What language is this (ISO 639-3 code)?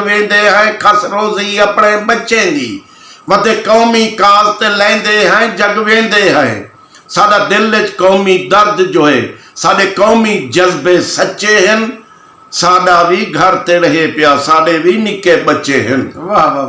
skr